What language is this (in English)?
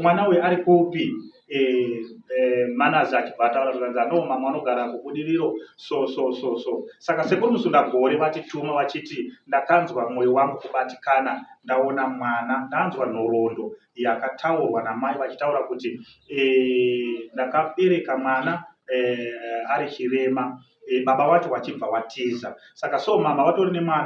Shona